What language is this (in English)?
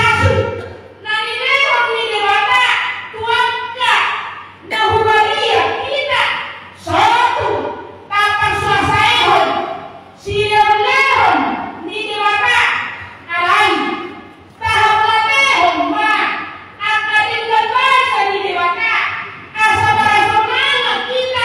Batak Toba